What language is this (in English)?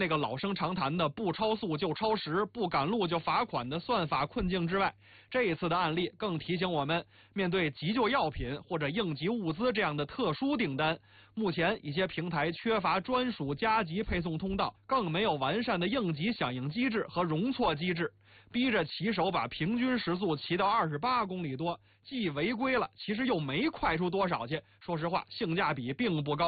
Chinese